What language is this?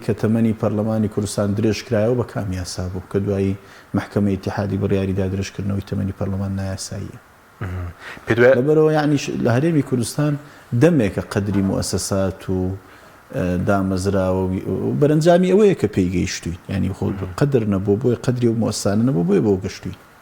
Central Kurdish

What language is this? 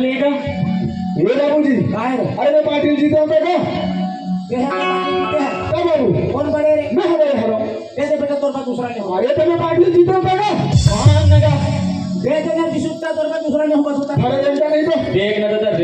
Chhattisgarhi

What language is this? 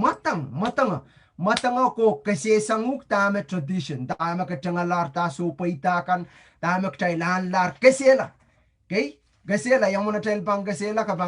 Pohnpeian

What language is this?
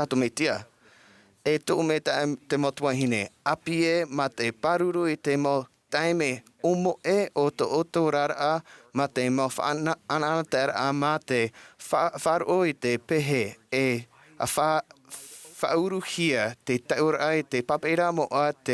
Tahitian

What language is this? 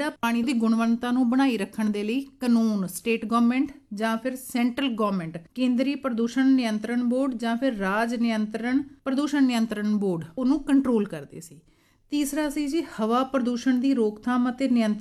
Punjabi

